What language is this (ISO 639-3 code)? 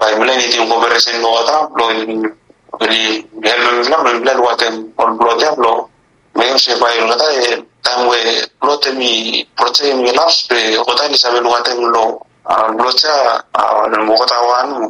bis